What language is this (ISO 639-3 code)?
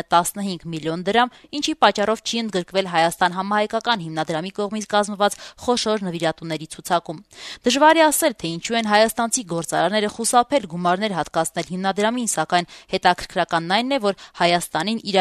hye